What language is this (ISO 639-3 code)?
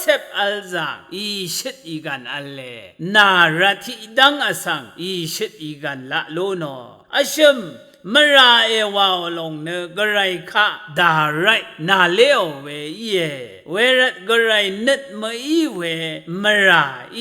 raw